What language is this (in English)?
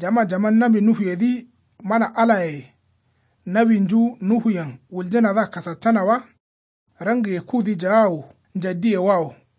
Kanuri